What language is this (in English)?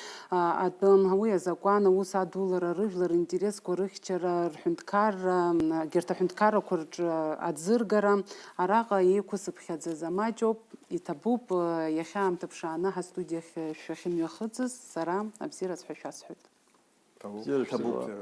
Abkhazian